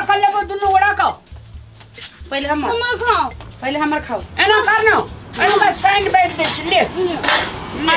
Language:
Maithili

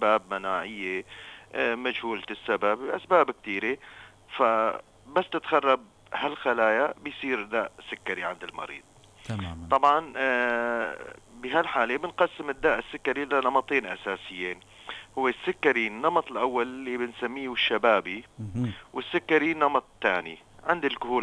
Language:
North Levantine Arabic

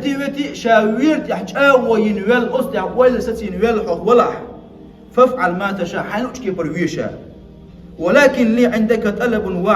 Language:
Chechen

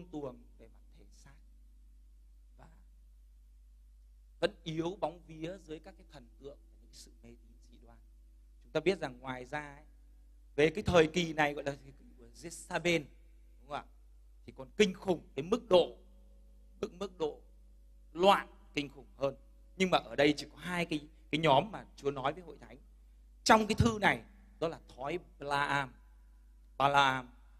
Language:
Vietnamese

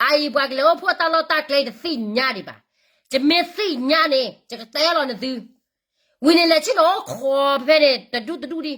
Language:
S'gaw Karen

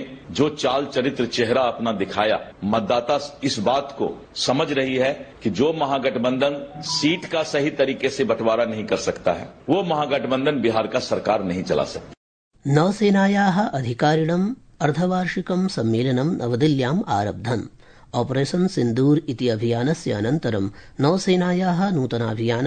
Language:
Sanskrit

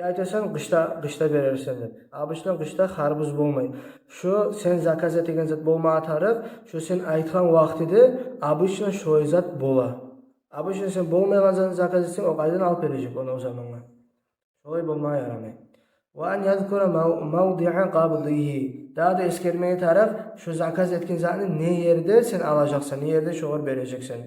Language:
Kumyk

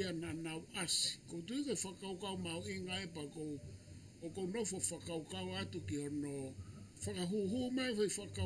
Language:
Tongan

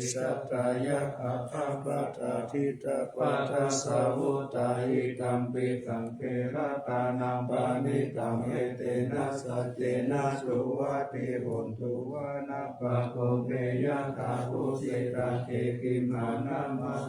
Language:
Pali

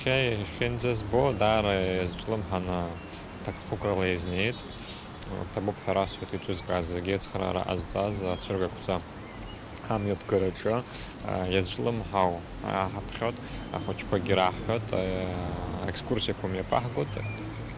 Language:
Abkhazian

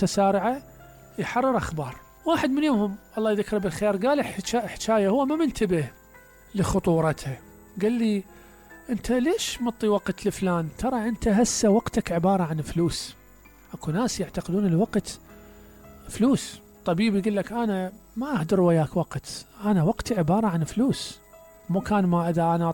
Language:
Mesopotamian Arabic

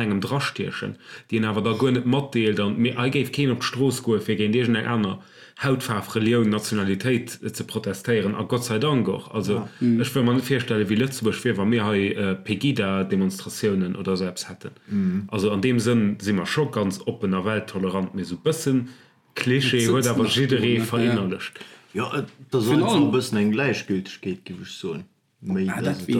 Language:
Luxembourgish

